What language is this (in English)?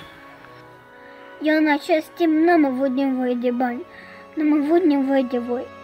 Romanian